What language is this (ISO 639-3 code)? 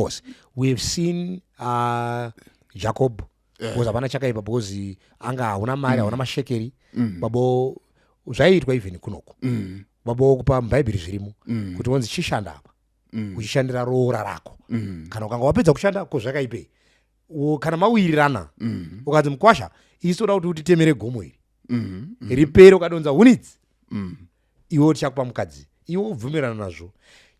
sna